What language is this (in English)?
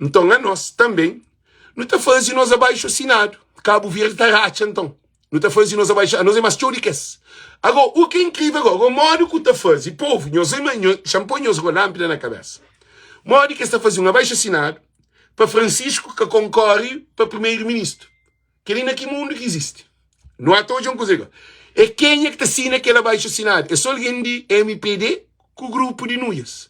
Kabuverdianu